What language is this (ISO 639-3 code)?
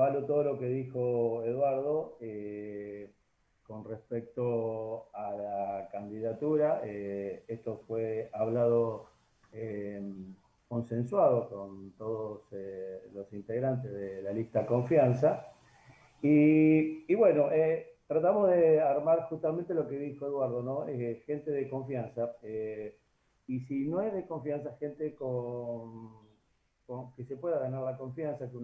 spa